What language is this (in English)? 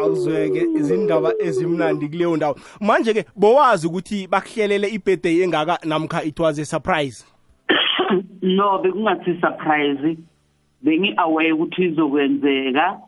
South Ndebele